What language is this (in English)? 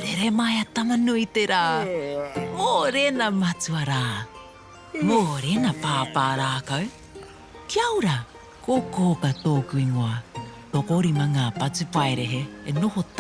Māori